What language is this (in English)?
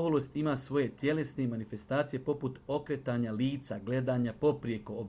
Bosnian